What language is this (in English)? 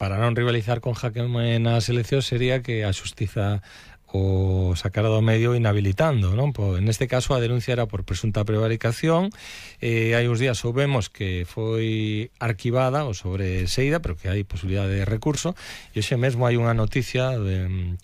Galician